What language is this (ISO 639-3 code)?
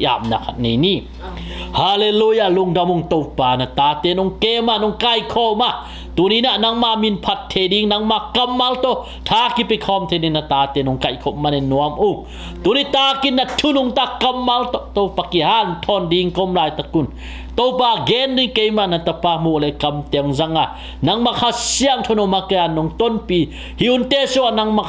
ctd